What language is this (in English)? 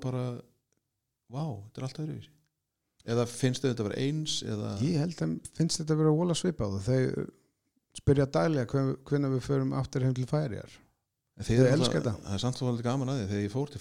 Icelandic